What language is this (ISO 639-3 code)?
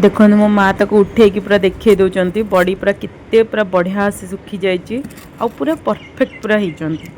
ori